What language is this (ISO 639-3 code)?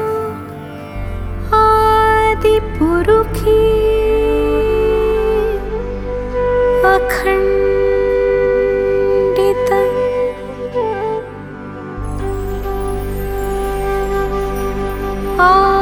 mar